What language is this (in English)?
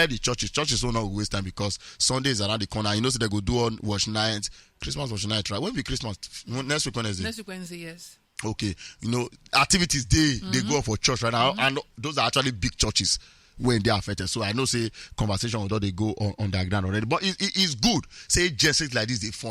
Nigerian Pidgin